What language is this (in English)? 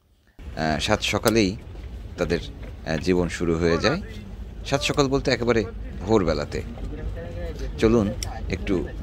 Bangla